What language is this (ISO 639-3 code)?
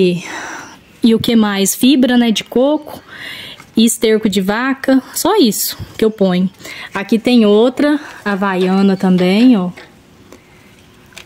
por